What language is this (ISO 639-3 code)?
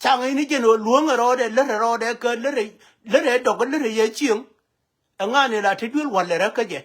nus